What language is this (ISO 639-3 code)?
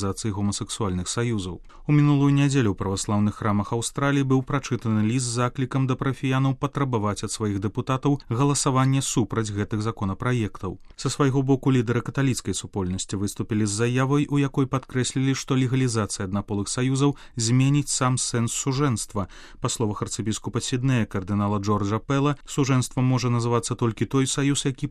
bel